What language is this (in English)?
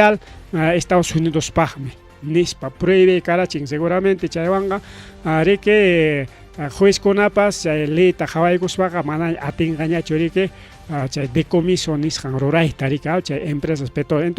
Ayacucho Quechua